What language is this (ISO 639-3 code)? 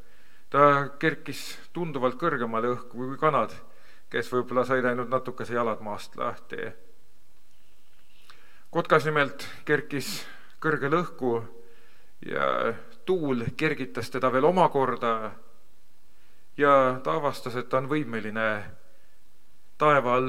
est